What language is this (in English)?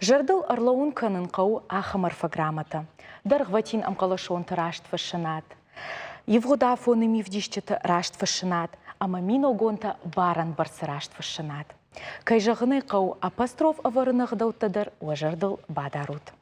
Ossetic